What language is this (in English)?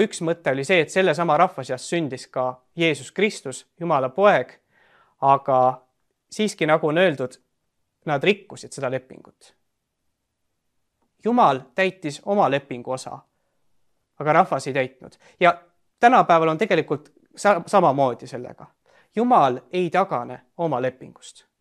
Estonian